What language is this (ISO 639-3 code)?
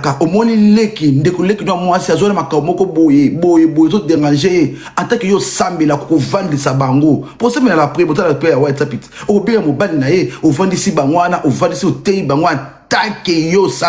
lin